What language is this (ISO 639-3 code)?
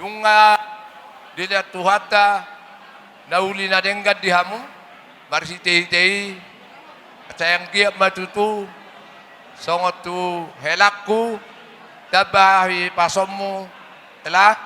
bbc